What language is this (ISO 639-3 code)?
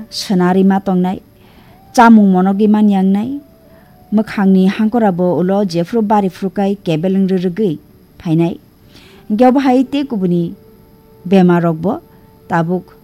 trp